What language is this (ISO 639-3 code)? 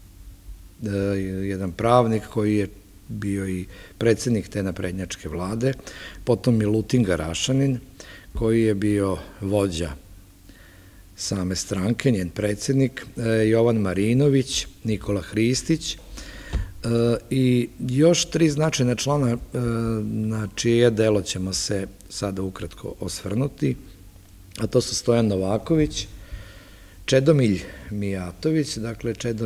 srp